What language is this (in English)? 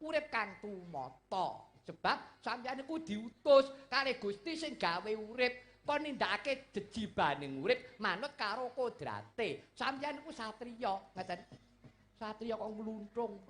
Javanese